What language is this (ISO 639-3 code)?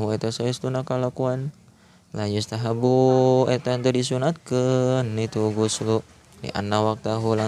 sun